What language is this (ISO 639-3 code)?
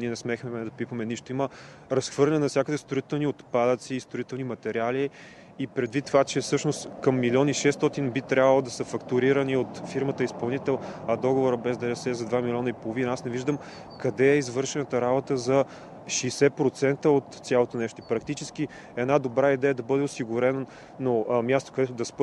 bul